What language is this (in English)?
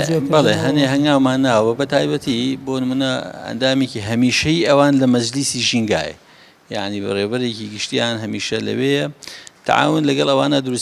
Central Kurdish